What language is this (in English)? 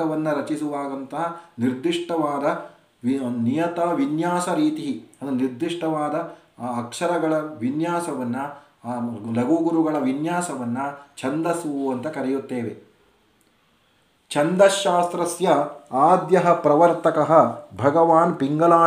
Kannada